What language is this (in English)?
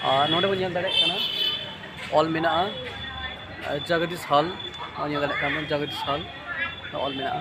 Santali